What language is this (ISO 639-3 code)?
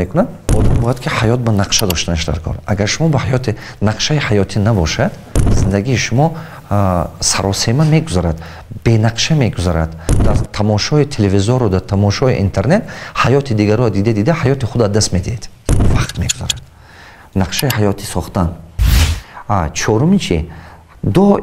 tgk